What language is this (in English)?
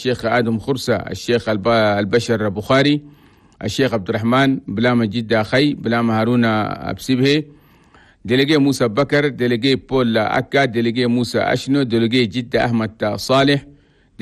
Chadian Arabic